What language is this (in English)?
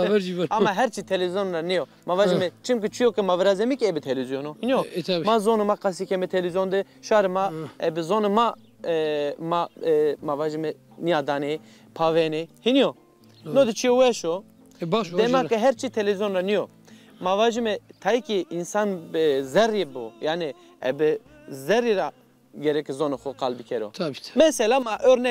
Zaza